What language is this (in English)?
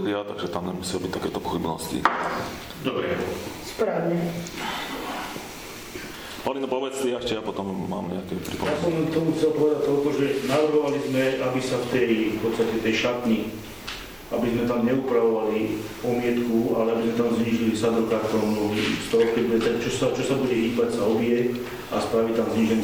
Slovak